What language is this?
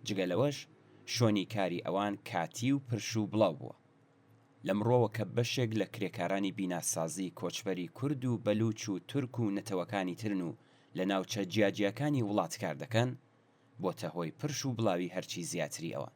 Central Kurdish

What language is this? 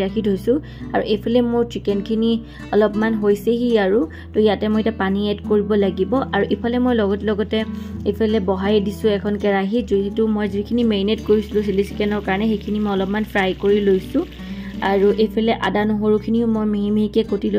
Assamese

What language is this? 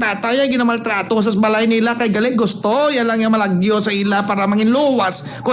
Hiligaynon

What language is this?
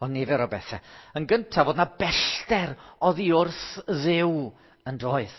Welsh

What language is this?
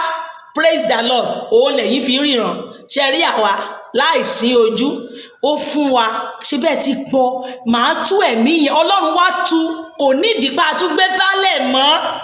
Yoruba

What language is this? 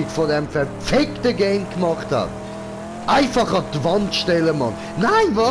Swiss German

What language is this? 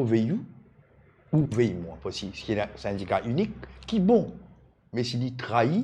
Morisyen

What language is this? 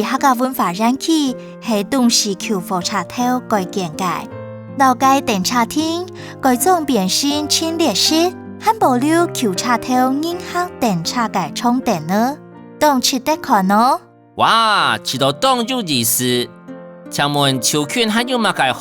Hakka Chinese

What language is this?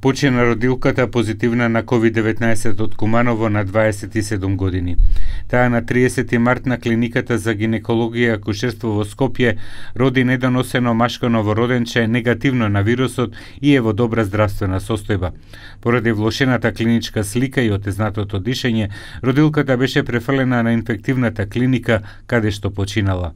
Macedonian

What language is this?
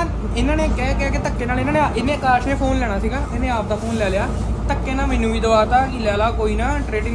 Punjabi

